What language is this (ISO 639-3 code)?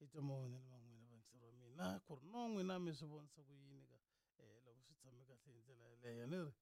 tso